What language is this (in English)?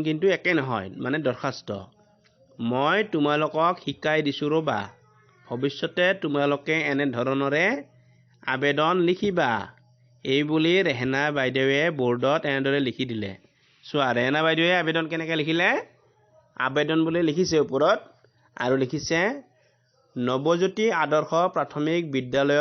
Assamese